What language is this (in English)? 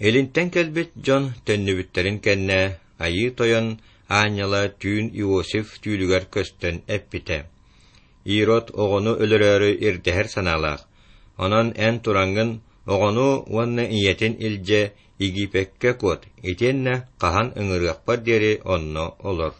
Yakut